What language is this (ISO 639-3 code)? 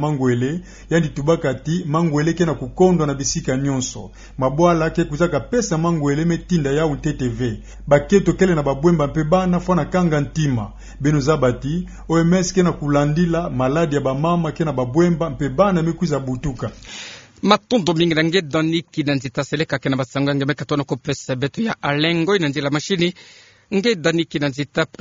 ktu